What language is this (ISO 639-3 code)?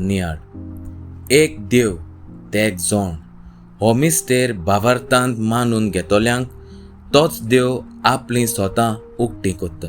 kok